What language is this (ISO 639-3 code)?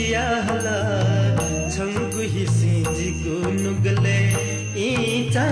new